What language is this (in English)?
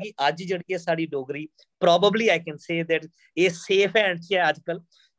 Dogri